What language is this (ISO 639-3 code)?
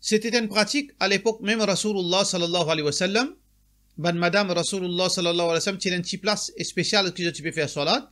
mfe